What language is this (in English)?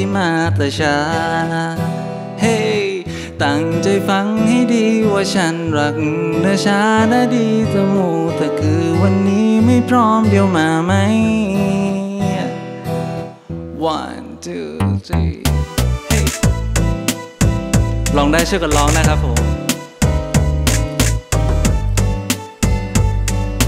Thai